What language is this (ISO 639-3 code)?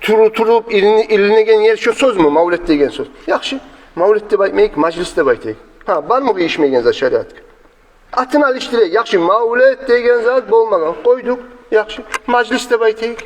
kum